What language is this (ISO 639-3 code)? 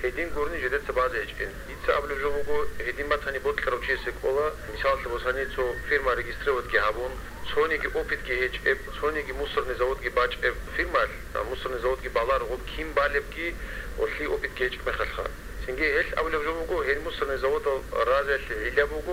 ava